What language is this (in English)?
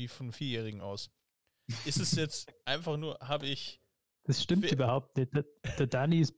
German